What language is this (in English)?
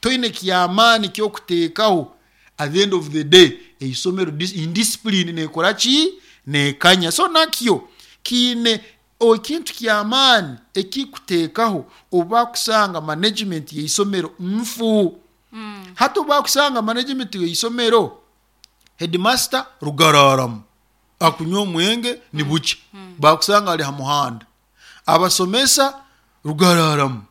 Nyoro